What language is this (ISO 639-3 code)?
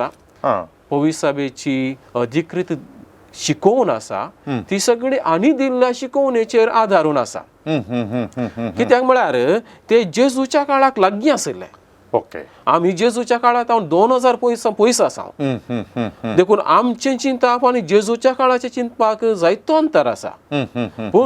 kok